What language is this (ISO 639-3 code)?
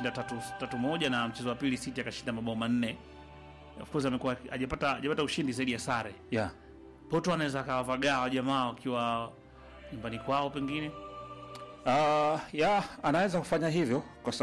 swa